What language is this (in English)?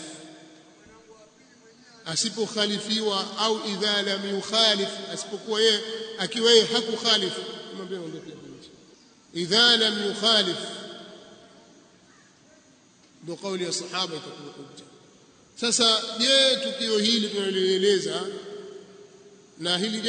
Swahili